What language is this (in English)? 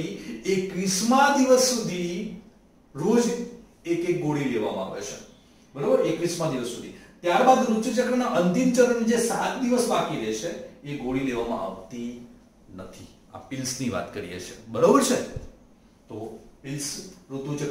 Gujarati